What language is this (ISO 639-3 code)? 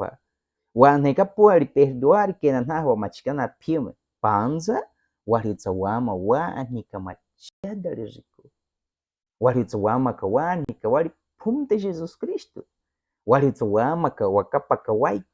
bwi